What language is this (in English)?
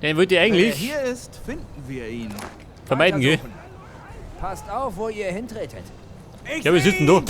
Bavarian